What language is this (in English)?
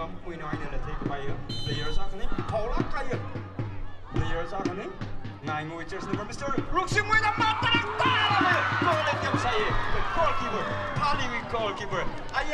Tangkhul Naga (India)